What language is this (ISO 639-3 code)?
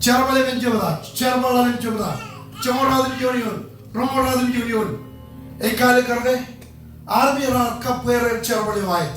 mah